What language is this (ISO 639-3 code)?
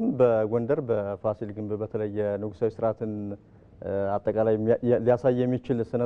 amh